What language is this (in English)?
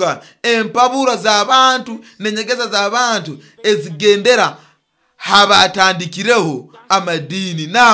Nyoro